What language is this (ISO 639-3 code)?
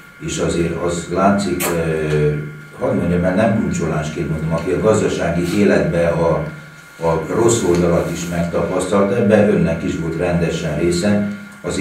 hun